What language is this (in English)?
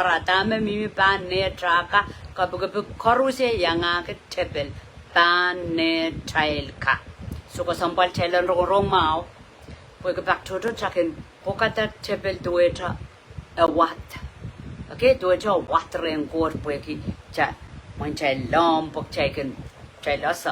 Pohnpeian